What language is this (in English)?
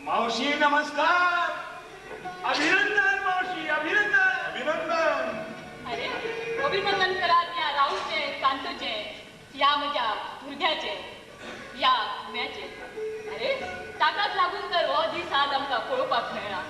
Konkani